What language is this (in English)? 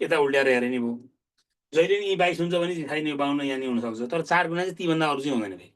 Nepali